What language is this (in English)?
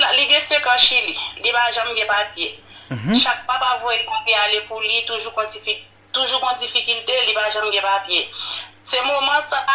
Haitian Creole